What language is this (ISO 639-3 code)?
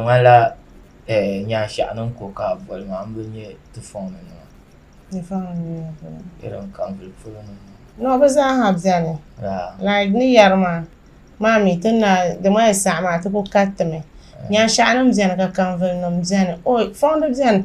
dag